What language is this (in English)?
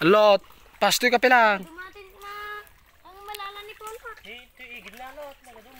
Iloko